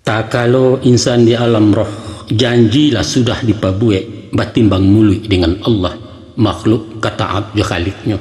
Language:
Minangkabau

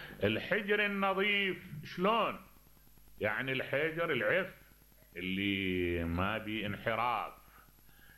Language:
Mesopotamian Arabic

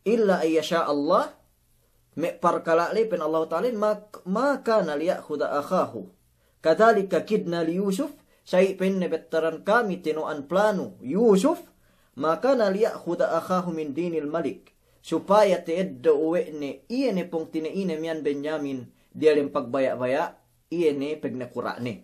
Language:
Yakan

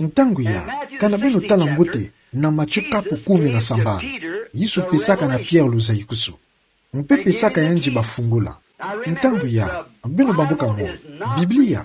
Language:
Kituba (Democratic Republic of Congo)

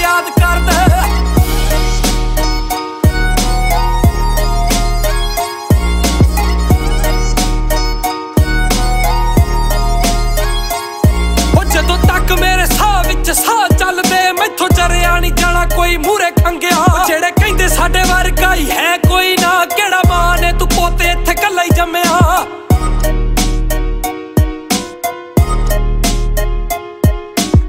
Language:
Punjabi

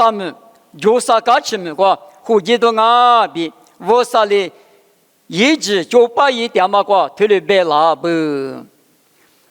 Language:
Lisu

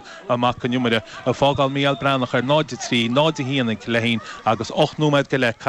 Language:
Irish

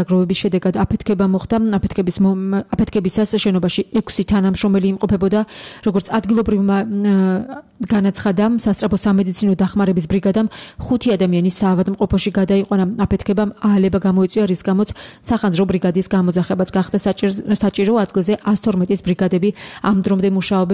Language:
Georgian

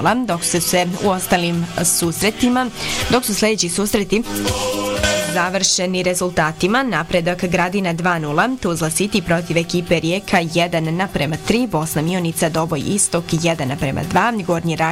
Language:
Bosnian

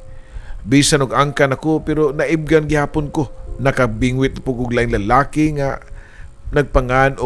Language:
Cebuano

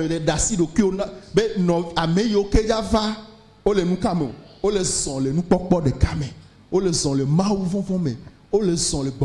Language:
Ewe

